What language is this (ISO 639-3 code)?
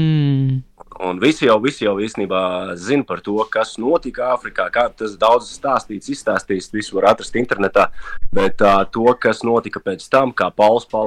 lav